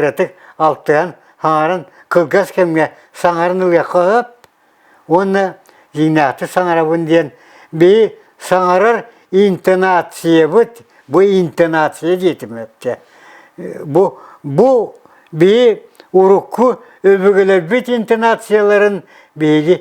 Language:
Yakut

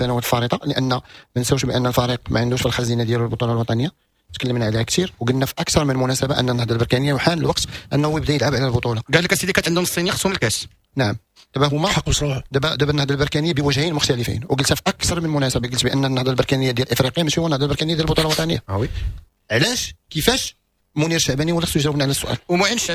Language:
Moroccan Arabic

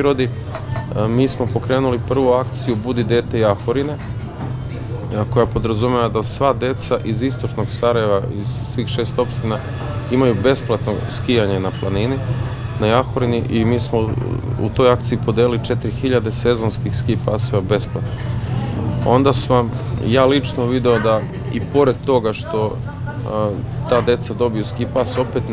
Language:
Serbian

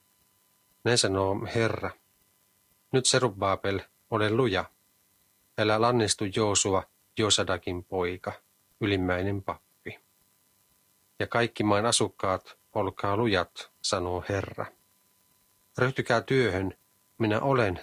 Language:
Finnish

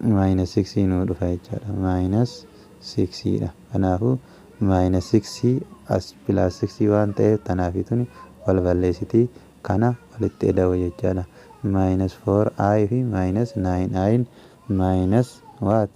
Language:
Oromo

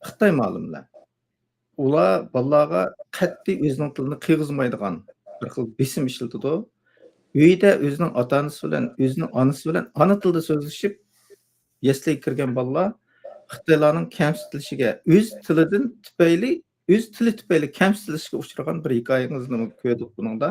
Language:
Uyghur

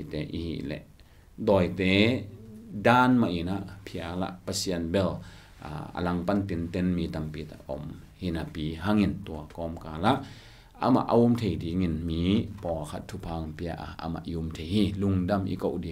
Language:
Tedim Chin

